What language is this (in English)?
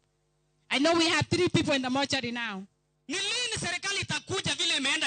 Luo (Kenya and Tanzania)